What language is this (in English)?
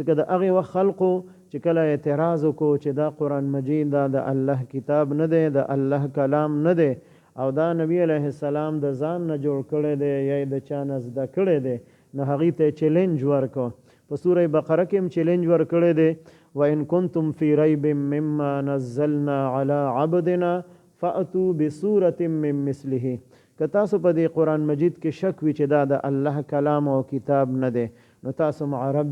Pashto